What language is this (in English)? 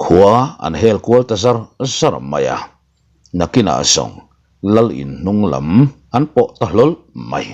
Mizo